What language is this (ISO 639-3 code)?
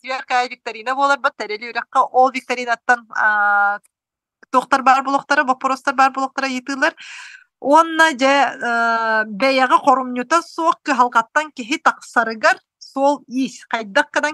sah